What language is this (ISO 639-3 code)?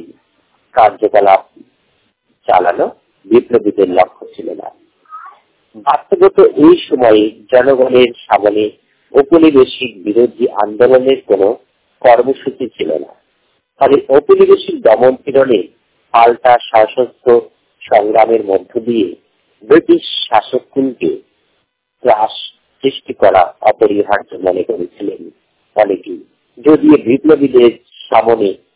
ben